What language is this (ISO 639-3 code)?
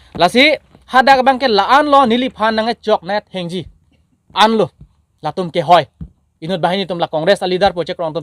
mjw